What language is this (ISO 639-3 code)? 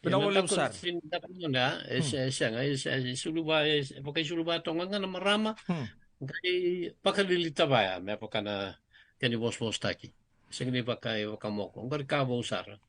fij